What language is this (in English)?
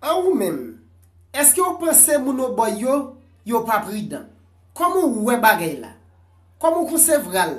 Haitian Creole